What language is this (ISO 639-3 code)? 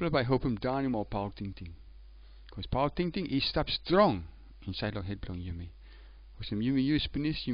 tpi